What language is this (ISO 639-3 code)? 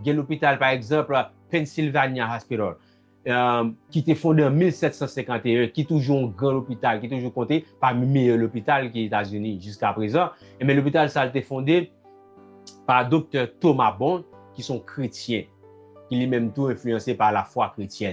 hat